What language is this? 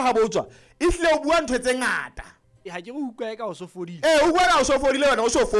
Southern Sotho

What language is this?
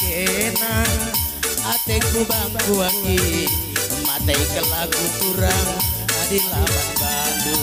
Batak Karo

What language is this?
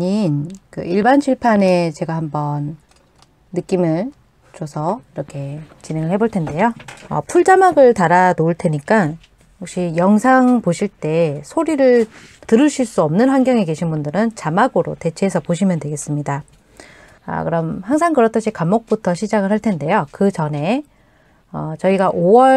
Korean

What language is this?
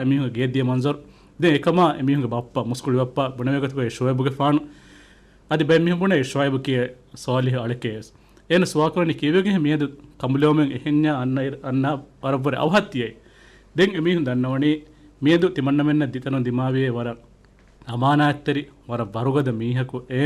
Divehi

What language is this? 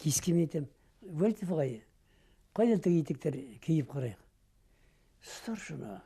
Bashkir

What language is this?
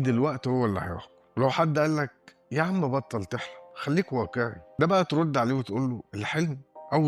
Egyptian Arabic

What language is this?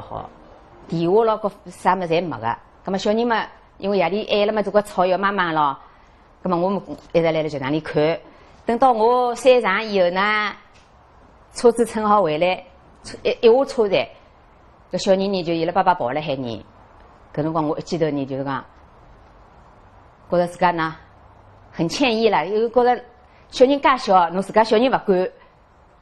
Wu Chinese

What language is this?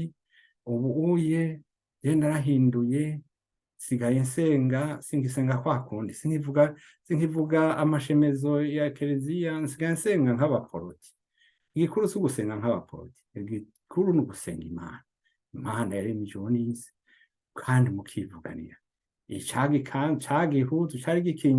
Rundi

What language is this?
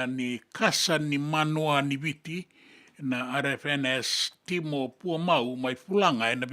Fijian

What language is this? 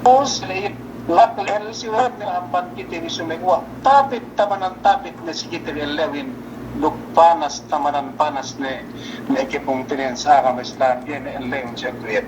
Yakan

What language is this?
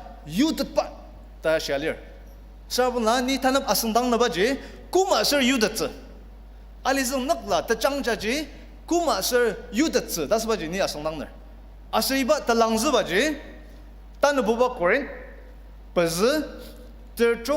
Ao Naga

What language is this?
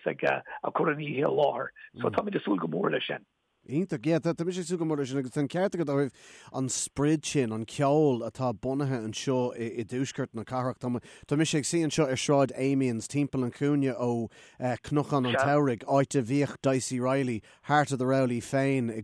Irish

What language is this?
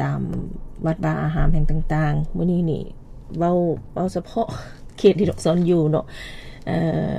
Lao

